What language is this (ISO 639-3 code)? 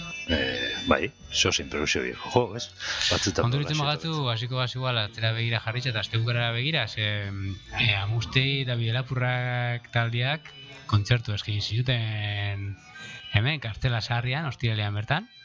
eus